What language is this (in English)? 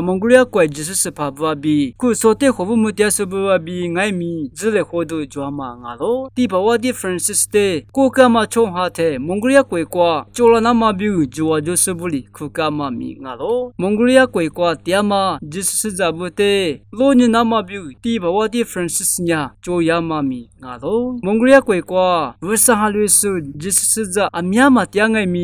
Lisu